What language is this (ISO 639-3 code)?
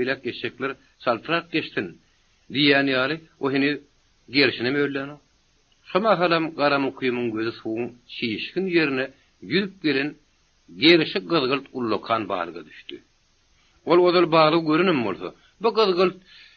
tuk